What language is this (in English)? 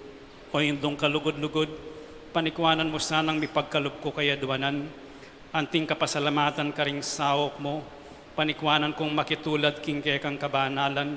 Pampanga